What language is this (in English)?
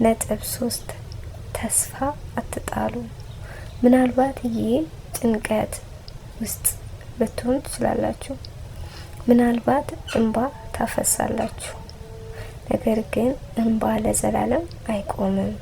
Amharic